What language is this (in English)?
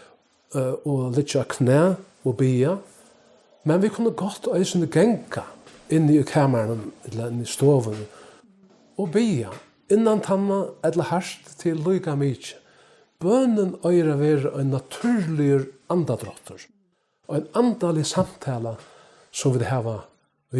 Faroese